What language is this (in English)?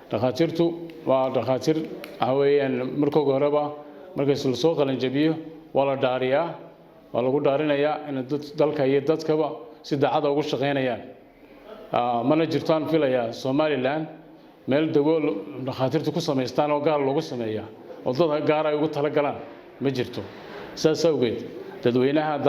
Somali